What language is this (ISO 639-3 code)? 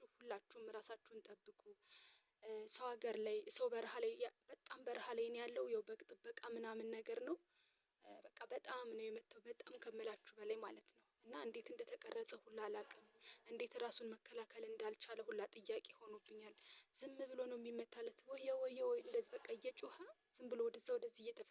amh